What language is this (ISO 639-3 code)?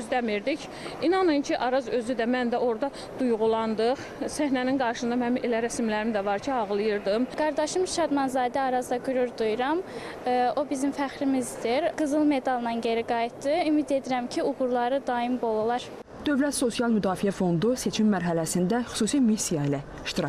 aze